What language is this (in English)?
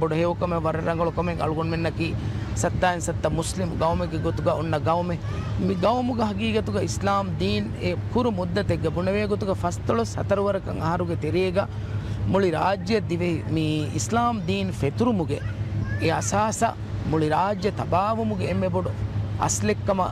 Divehi